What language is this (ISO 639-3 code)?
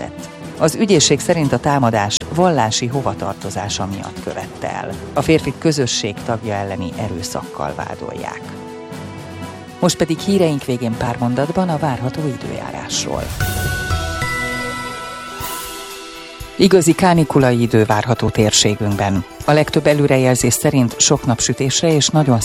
hun